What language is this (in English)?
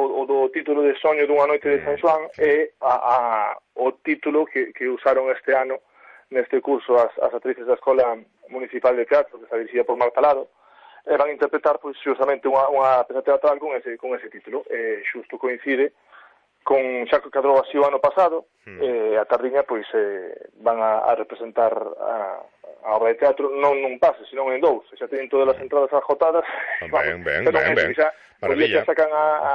Galician